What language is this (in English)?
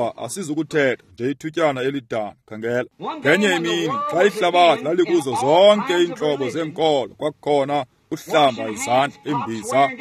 Xhosa